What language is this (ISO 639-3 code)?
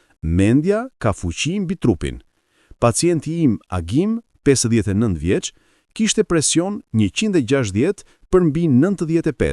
sqi